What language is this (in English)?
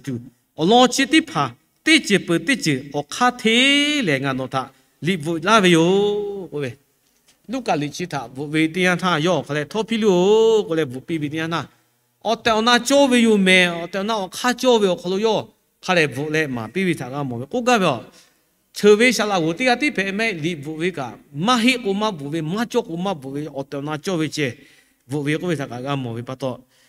Lahu